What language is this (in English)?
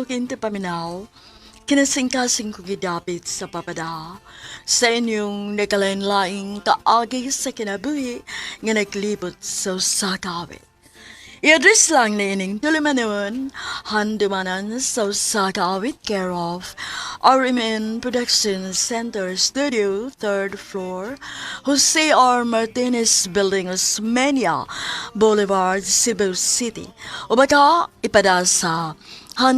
Cebuano